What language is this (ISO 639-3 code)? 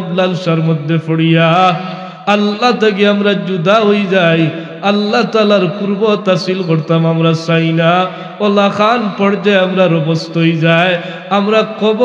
syl